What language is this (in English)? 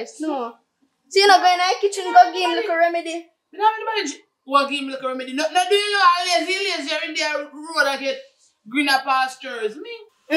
Jamaican Creole English